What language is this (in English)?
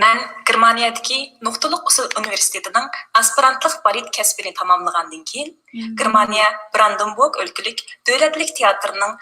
Uyghur